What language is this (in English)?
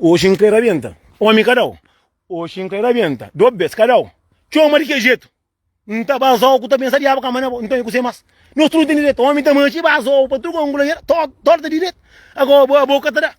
Kabuverdianu